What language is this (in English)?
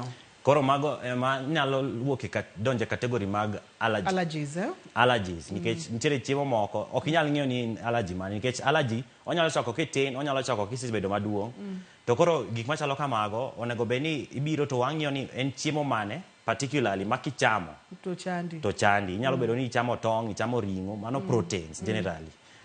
Luo (Kenya and Tanzania)